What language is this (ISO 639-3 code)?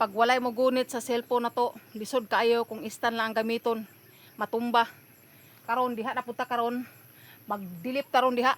ceb